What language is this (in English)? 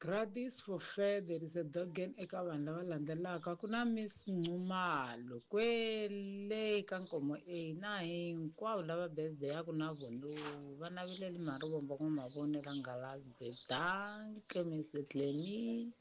Tsonga